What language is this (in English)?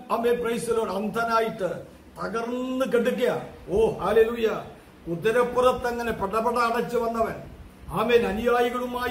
Malayalam